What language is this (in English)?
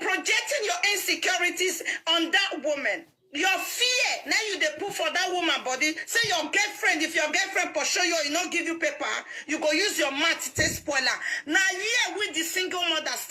Nigerian Pidgin